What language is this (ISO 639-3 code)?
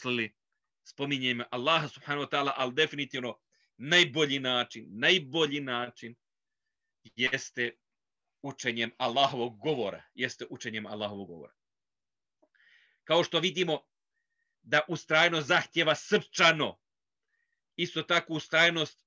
bos